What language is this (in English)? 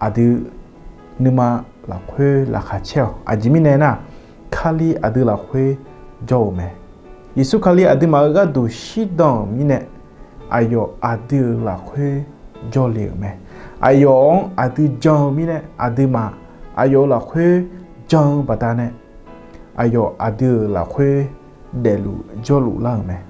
Akha